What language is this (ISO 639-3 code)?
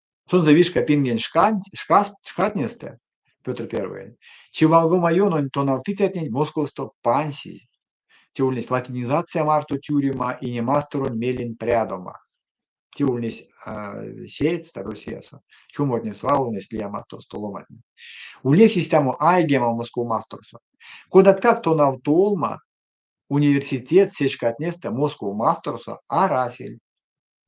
myv